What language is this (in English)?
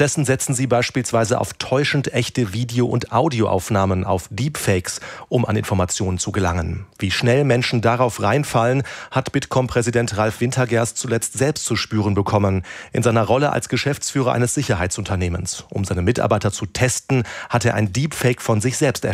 German